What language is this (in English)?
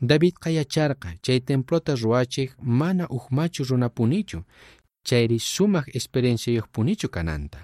South Bolivian Quechua